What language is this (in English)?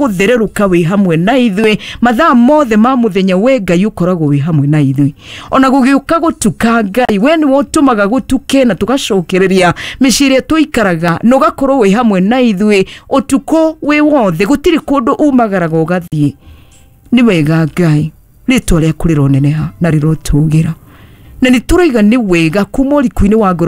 Kikuyu